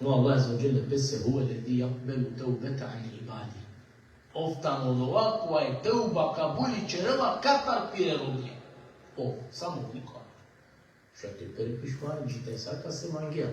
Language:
Balkan Romani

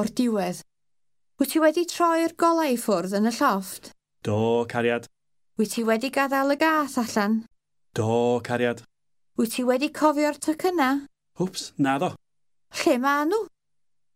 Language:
Welsh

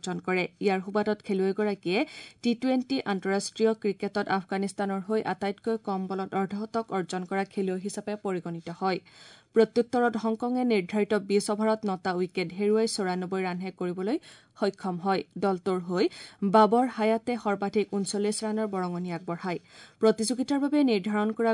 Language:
Assamese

